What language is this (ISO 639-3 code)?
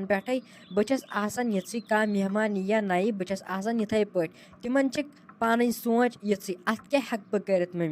kas